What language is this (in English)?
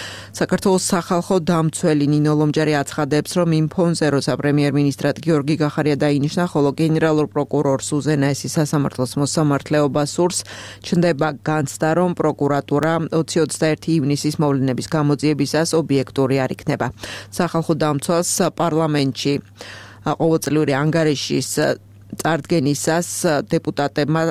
Georgian